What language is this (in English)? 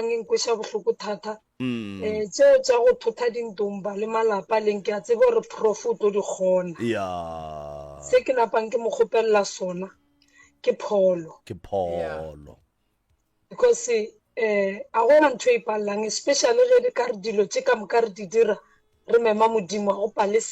Northern Sotho